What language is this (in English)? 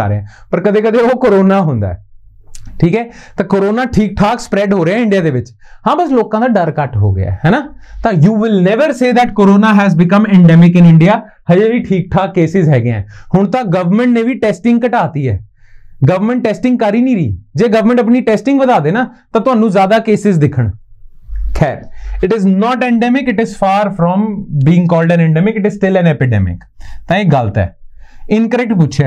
Punjabi